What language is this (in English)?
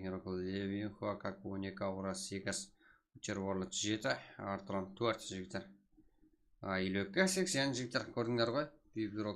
Kara-Kalpak